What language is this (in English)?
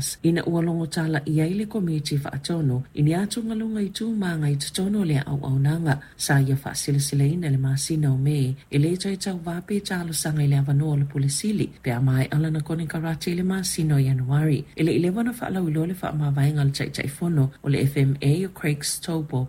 Samoan